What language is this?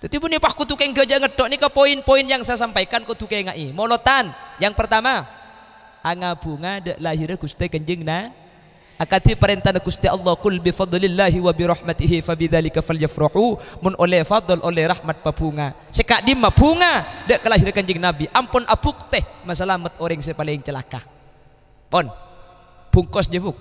Madurese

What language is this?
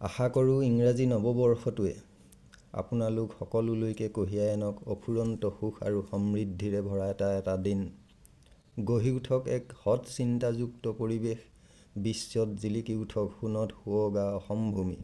Assamese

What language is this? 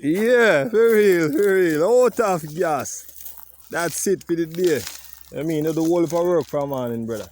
Jamaican Creole English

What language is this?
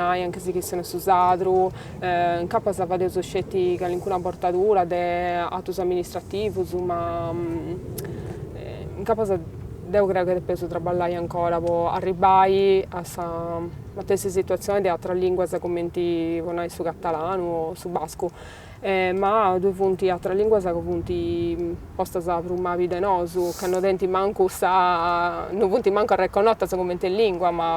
Sardinian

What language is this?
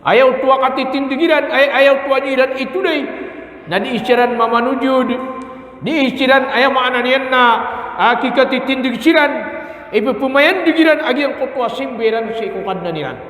Maranao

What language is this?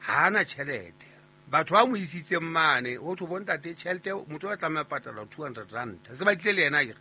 Southern Sotho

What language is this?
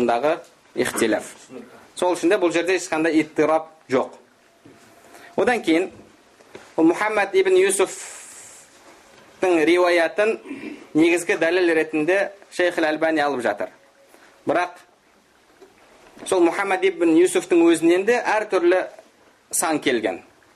Kazakh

